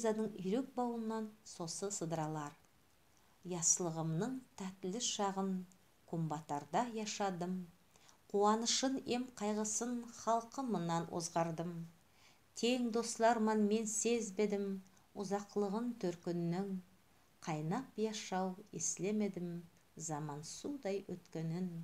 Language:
Nogai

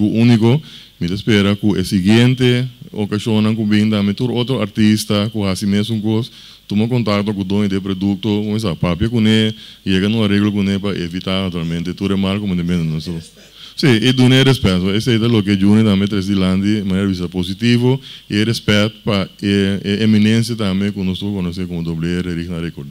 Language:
Papiamento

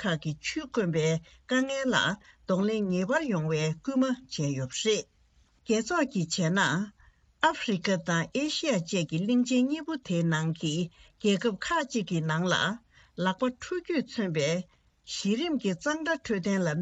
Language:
Tibetan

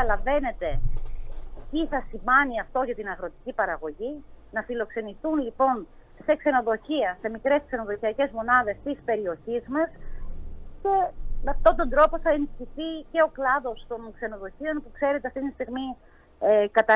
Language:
Greek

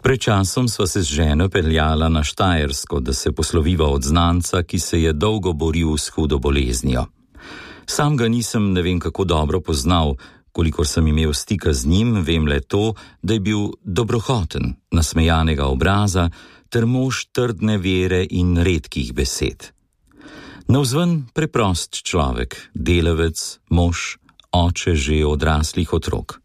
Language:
Slovenian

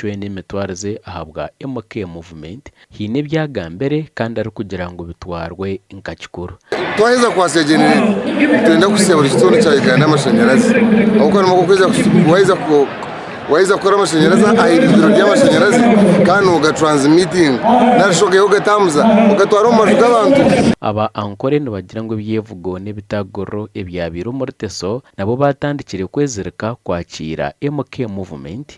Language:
Nyankole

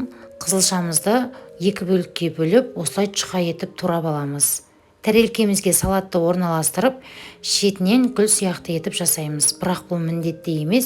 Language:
Kazakh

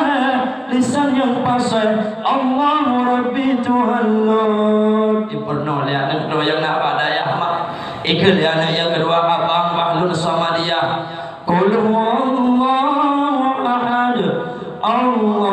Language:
Achinese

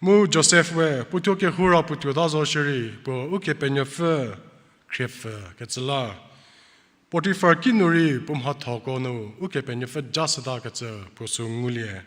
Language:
Angami Naga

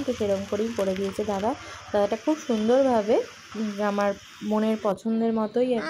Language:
Bangla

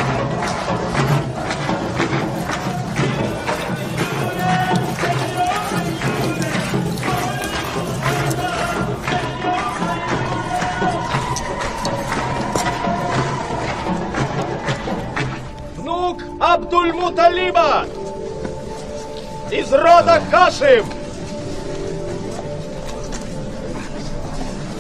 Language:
Russian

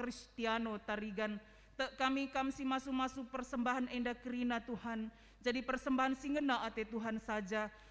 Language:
Batak Karo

